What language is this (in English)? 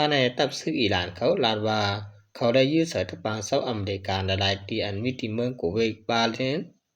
Shan